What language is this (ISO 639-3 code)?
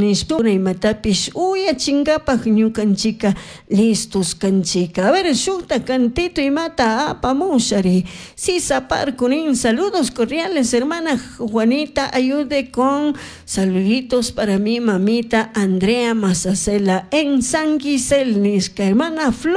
qug